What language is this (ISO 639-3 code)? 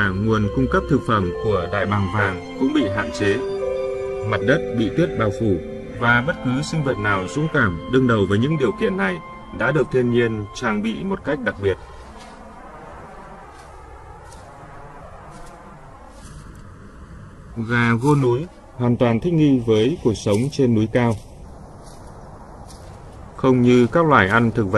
vie